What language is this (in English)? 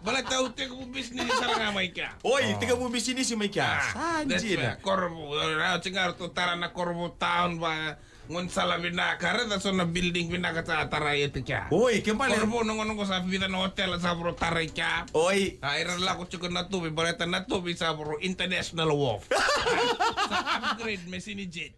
Fijian